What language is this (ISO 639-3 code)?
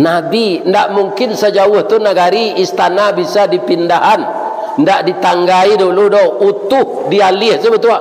min